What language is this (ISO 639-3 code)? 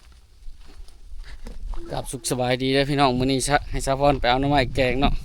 lao